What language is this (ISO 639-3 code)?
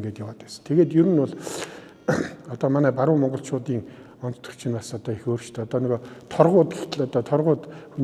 mon